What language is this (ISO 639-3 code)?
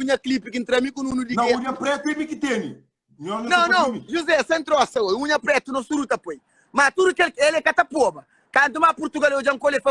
kea